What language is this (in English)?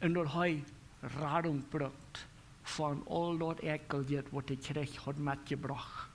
Plautdietsch